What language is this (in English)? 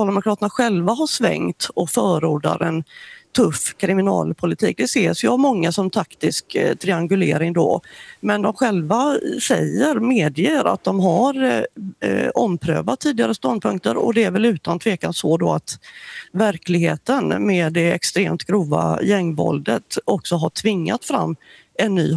Swedish